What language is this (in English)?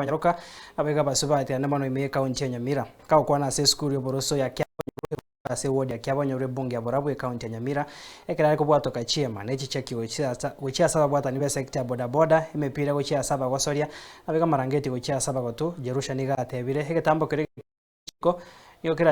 Gusii